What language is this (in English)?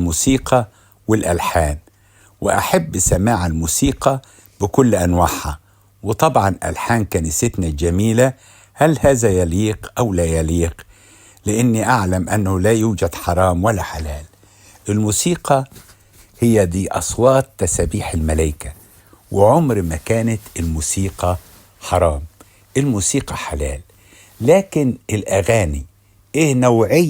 Egyptian Arabic